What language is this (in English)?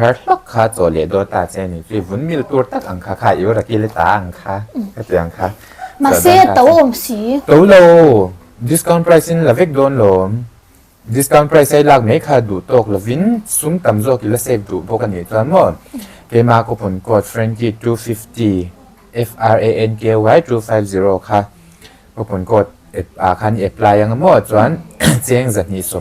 Mizo